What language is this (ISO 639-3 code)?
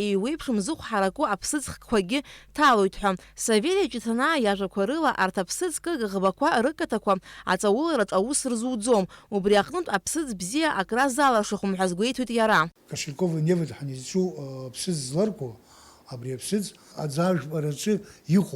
abk